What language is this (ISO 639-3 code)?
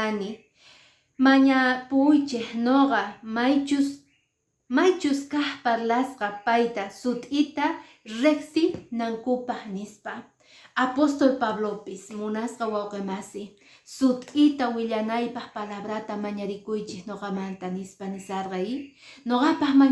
que